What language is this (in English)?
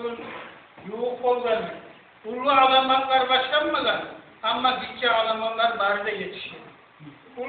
Kumyk